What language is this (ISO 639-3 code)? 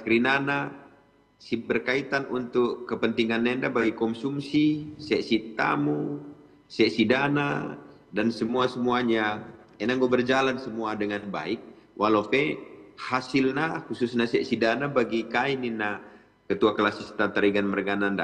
btx